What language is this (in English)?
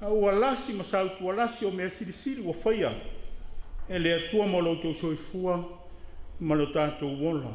Samoan